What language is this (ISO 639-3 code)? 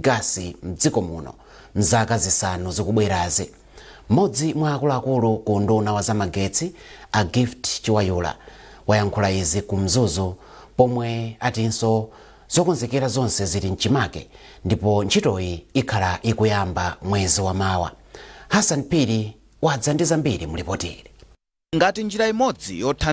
nya